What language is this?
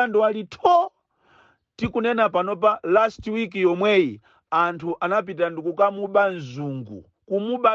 Nyanja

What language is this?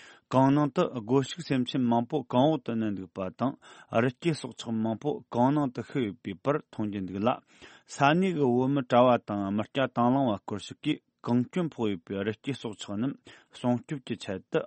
Tibetan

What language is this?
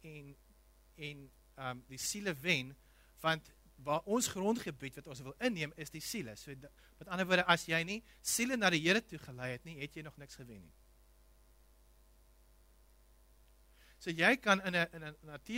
Afrikaans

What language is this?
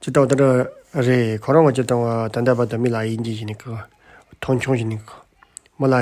Tibetan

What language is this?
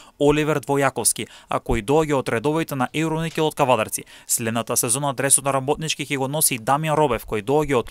Macedonian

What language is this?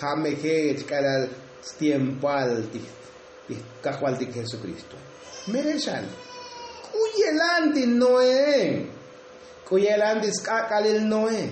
Tzotzil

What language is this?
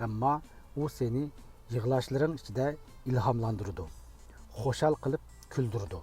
Uyghur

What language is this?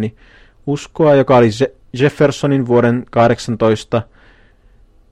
Finnish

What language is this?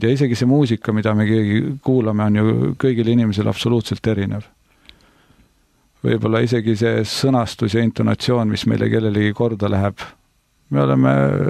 Estonian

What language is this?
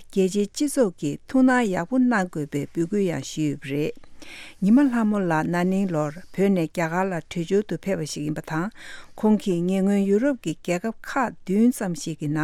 Tibetan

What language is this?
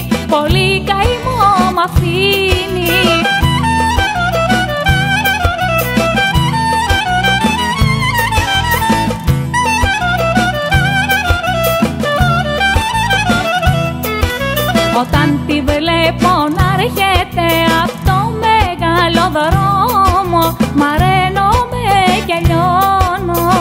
Greek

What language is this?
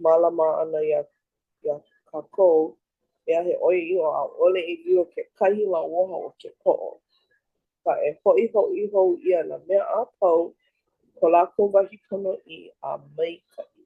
Hawaiian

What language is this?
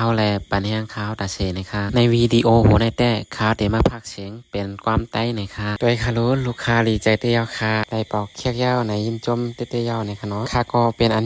Shan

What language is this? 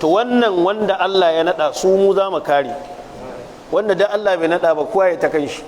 Hausa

